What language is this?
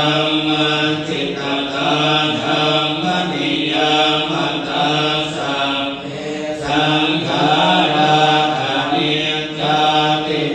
Pali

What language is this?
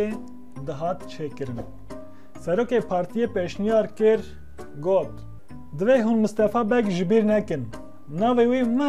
Kurdish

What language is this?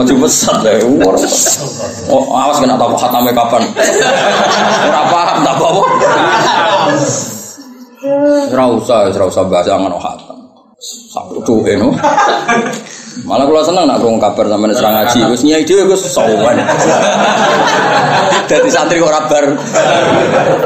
Javanese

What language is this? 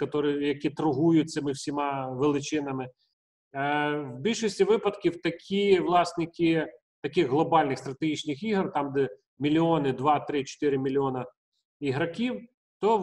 Ukrainian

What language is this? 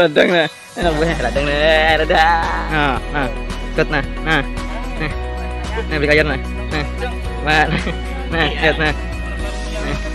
Banjar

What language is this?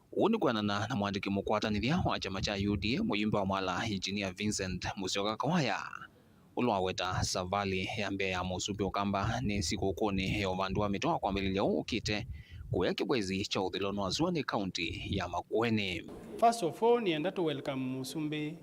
Kamba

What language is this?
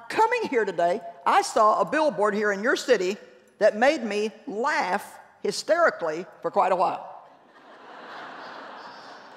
English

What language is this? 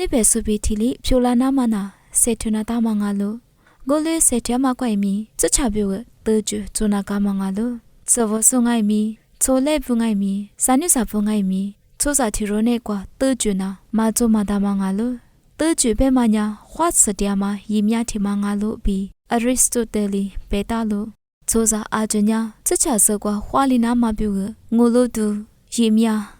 Lisu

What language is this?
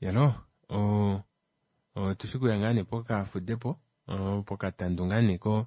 Kuanyama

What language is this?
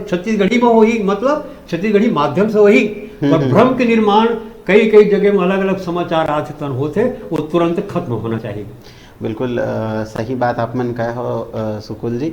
Chhattisgarhi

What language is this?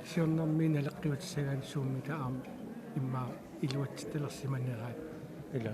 Kalaallisut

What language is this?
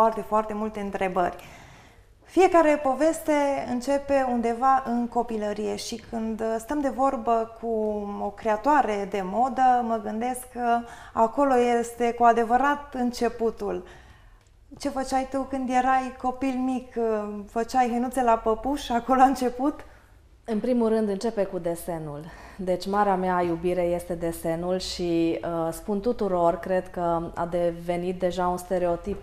Romanian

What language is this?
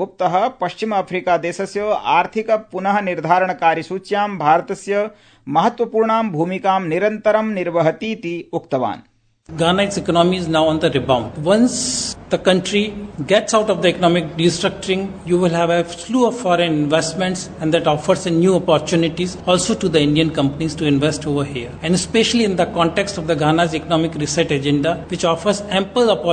Sanskrit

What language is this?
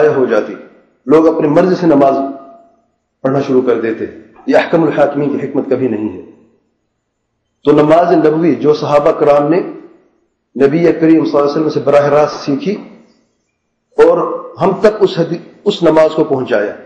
Urdu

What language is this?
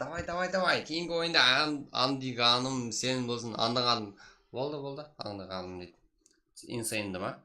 Kara-Kalpak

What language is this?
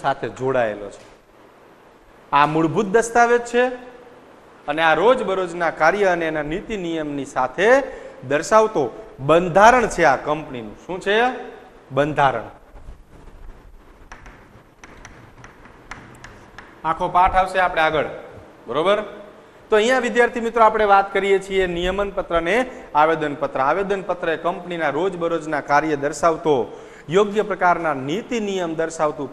Gujarati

